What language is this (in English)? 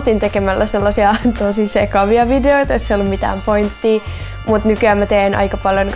Finnish